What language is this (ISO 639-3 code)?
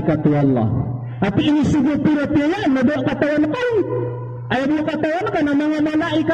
mrw